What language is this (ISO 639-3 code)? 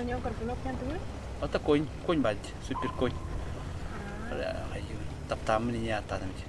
sah